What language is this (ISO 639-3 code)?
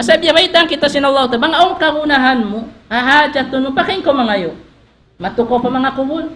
tsg